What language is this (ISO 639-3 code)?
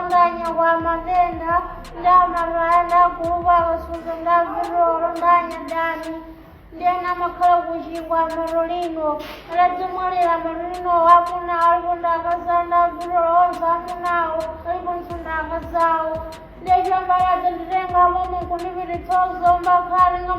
nya